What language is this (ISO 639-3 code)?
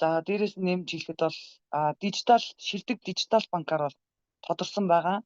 mon